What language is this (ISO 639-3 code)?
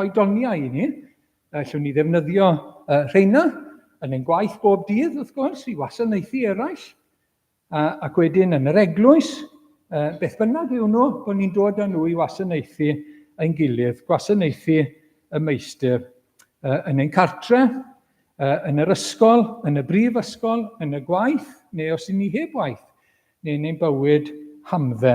cym